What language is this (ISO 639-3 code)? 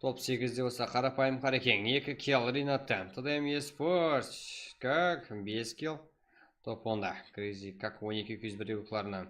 kaa